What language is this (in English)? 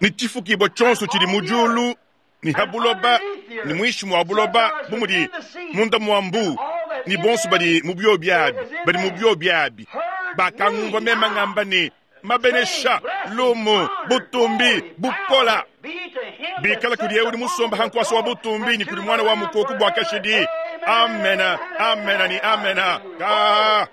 Luba-Lulua